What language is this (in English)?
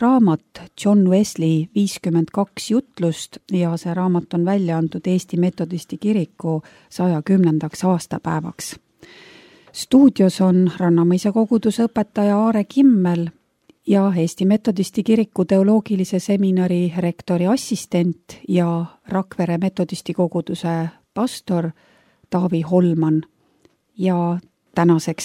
Estonian